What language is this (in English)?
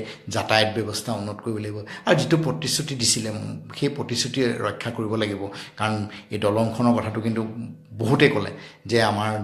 Assamese